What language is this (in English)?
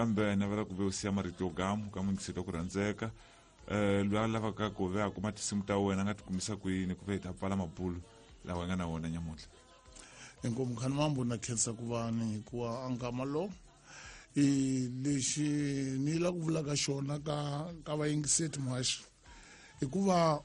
Tsonga